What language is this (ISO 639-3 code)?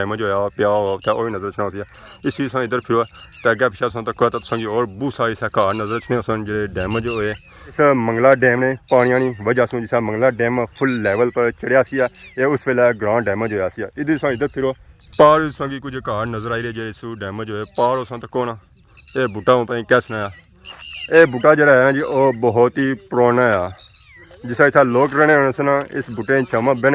phr